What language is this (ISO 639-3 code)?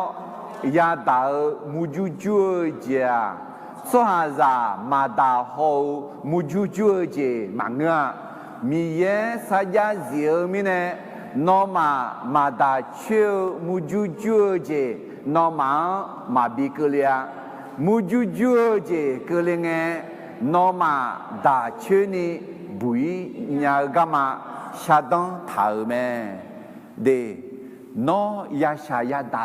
ahk